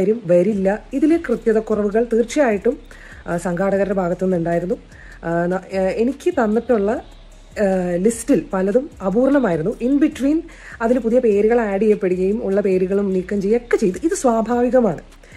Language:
Malayalam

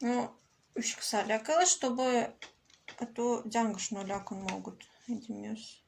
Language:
Udmurt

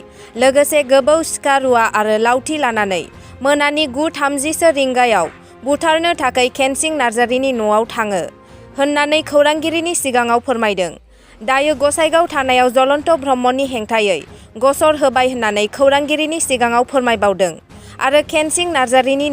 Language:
Bodo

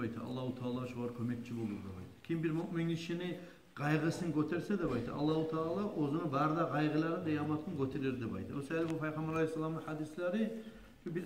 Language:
Kumyk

